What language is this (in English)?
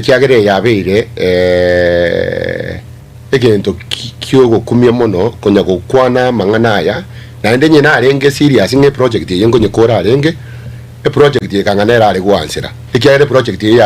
Gusii